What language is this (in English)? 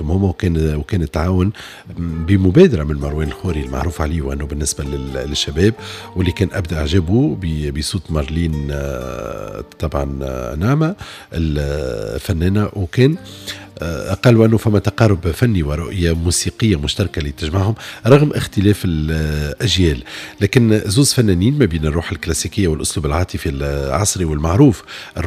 Tunisian Arabic